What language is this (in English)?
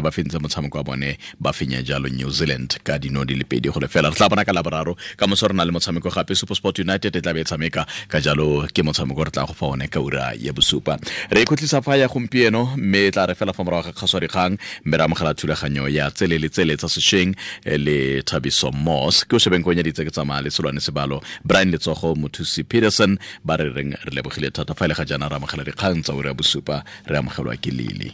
Tswana